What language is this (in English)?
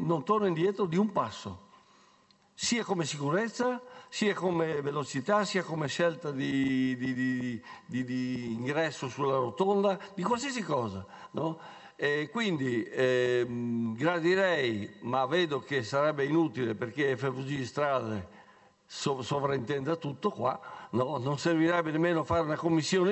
Italian